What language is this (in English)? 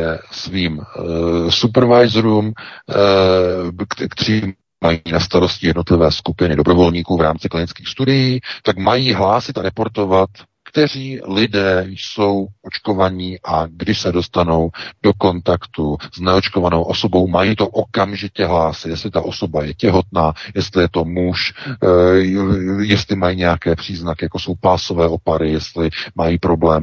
Czech